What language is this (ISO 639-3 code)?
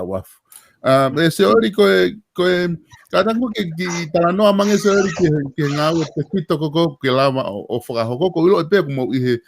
ton